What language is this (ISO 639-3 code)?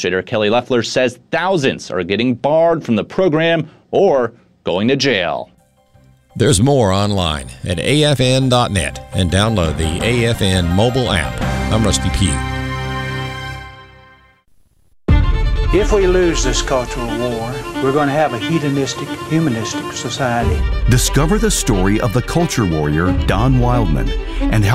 eng